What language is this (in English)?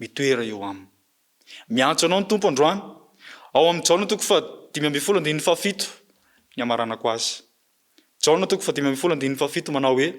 Malagasy